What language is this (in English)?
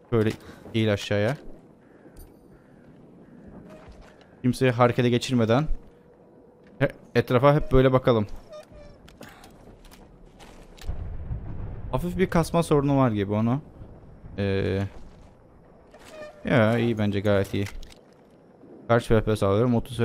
Turkish